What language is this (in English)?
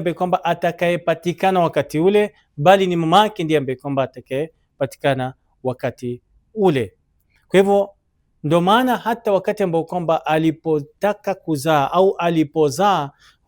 Swahili